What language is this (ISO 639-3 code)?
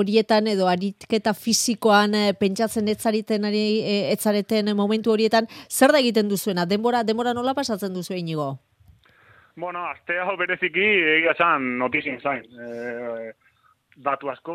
eus